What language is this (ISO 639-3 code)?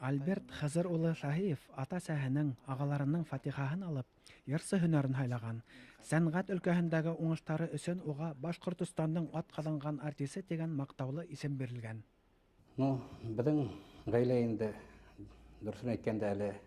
bak